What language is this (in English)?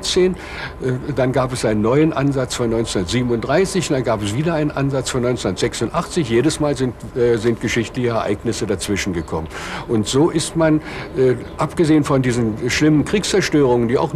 German